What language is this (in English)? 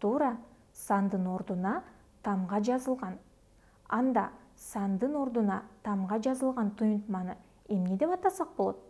Kyrgyz